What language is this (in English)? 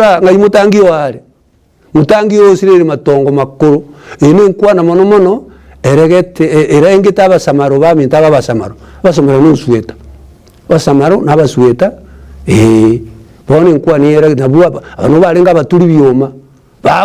Gusii